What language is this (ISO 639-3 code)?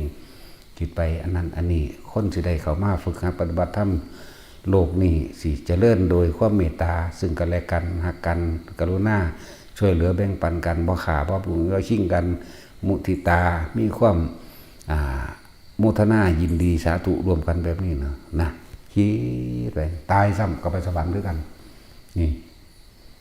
tts